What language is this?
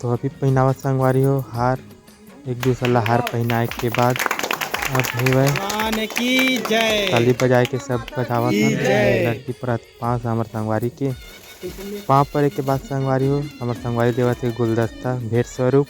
Chhattisgarhi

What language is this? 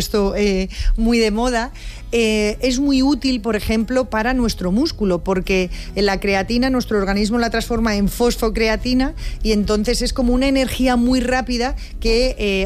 Spanish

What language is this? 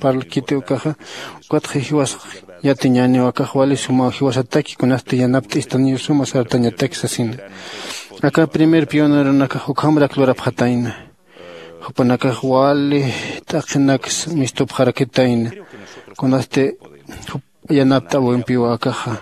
Aymara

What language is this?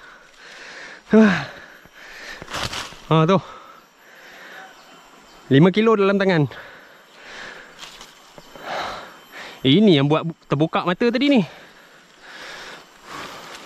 Malay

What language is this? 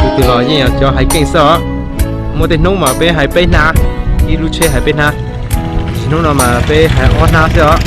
Hmong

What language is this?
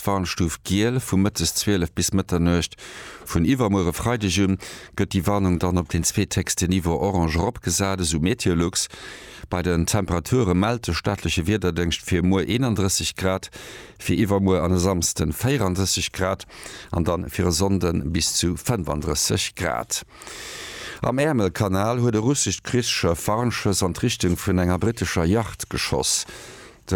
Luxembourgish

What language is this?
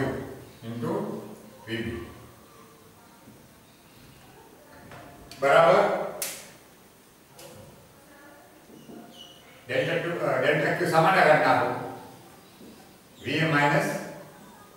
Gujarati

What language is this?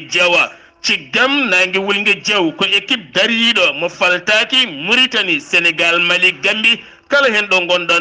Fula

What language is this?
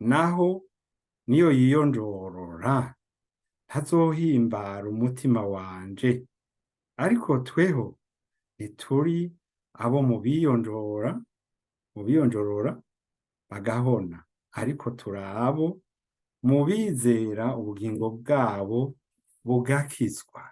Rundi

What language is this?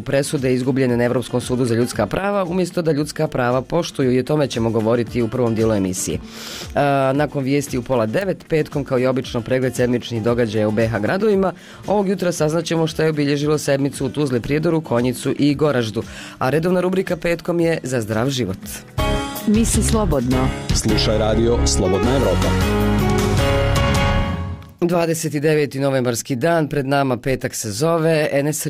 Bosnian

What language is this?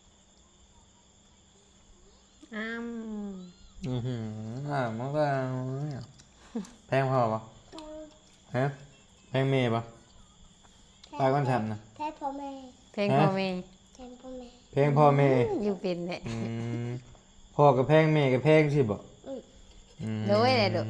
Northeastern Thai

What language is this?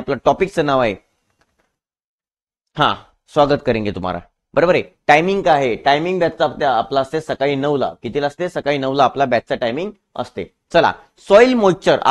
Marathi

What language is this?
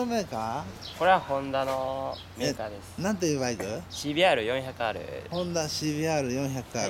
Japanese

